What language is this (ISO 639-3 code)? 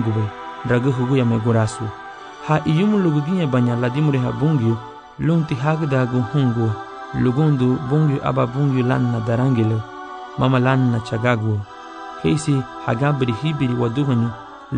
cab